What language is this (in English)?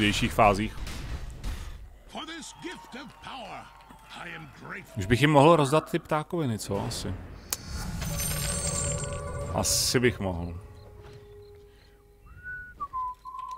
Czech